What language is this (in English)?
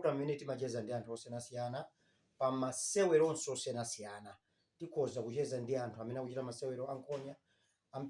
Nyanja